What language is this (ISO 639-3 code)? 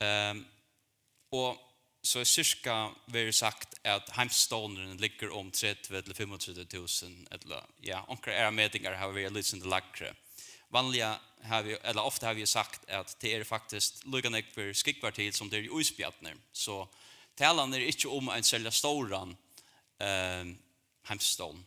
fao